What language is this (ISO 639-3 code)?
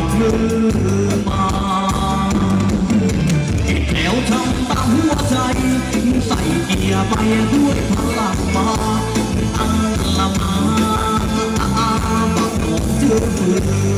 tha